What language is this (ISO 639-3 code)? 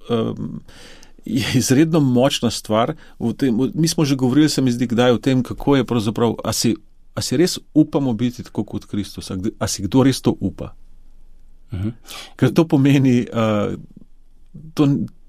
slv